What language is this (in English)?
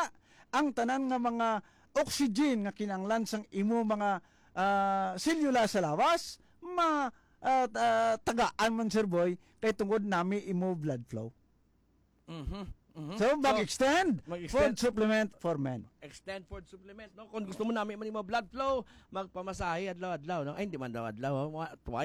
Hiligaynon